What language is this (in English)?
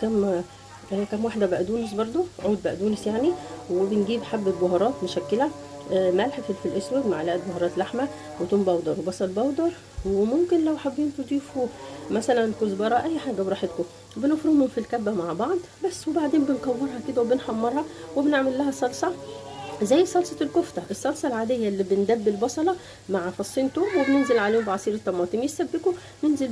Egyptian Arabic